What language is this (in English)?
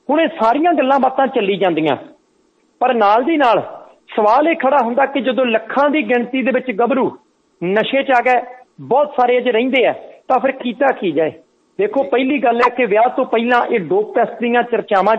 Punjabi